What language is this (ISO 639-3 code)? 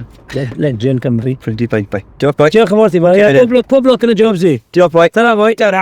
cym